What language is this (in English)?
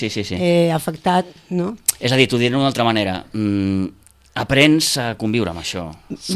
Catalan